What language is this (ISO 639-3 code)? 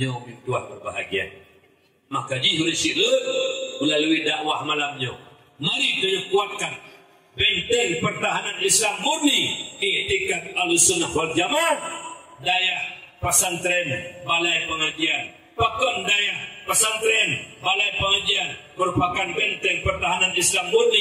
ace